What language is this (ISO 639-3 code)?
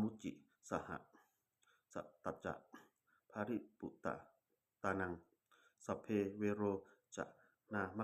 pli